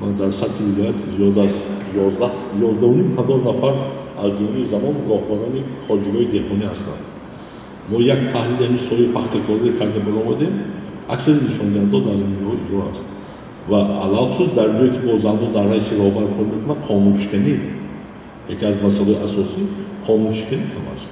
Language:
Tajik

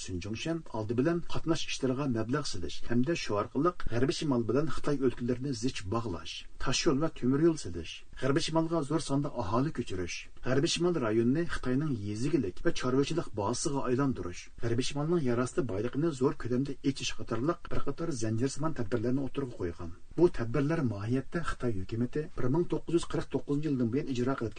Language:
Uyghur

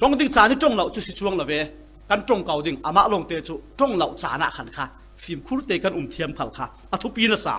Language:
Falam Chin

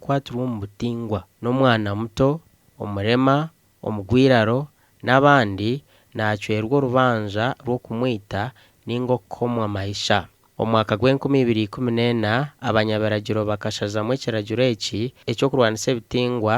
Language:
Nyankole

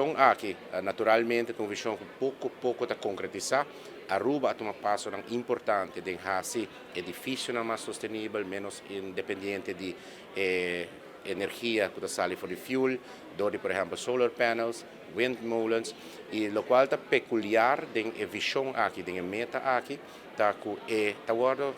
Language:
Papiamento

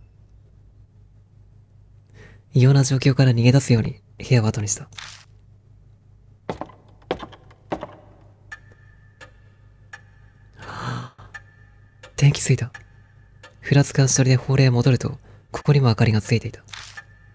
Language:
Japanese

